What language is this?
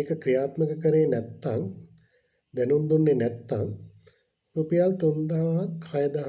Sinhala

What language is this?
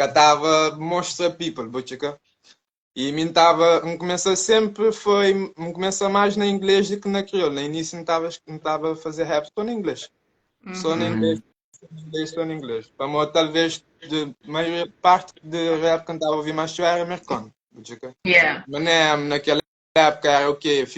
Kabuverdianu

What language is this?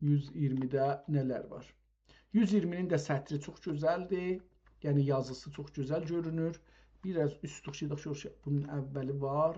South Azerbaijani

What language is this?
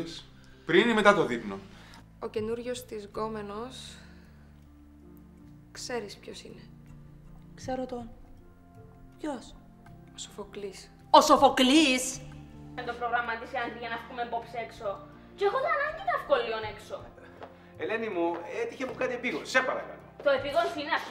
Greek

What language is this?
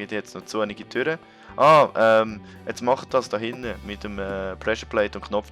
Swiss German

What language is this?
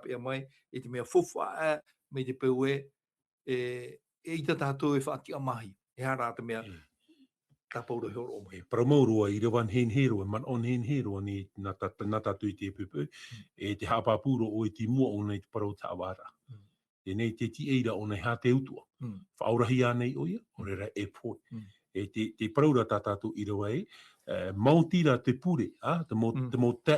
Tahitian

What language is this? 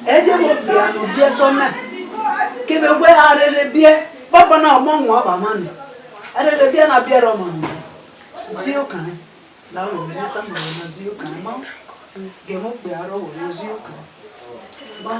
Bini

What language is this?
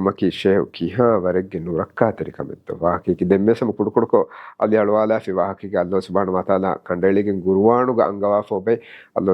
Divehi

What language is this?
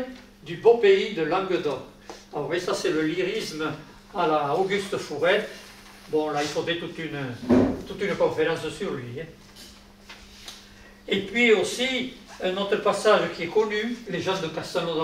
French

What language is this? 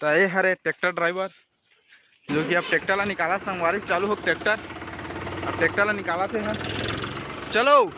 Chhattisgarhi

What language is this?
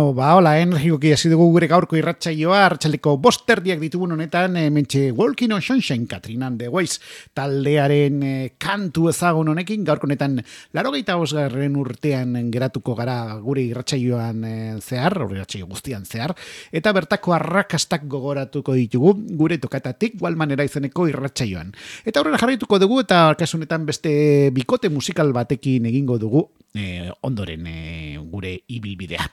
Basque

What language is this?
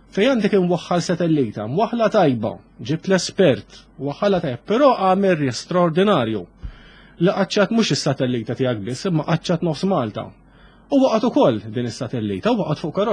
Maltese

